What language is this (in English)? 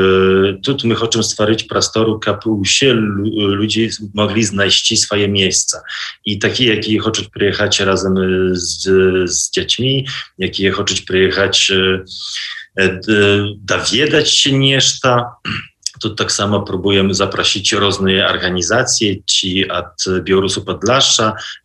Belarusian